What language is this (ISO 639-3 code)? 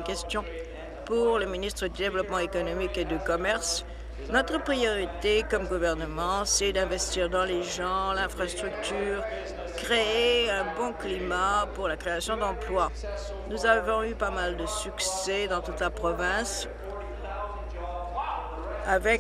fra